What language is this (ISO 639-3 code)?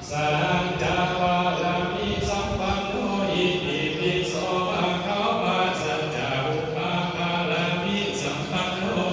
pli